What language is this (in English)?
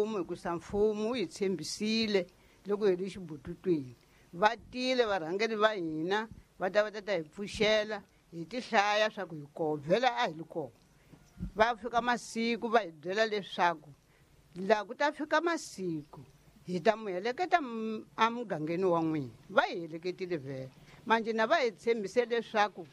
Tsonga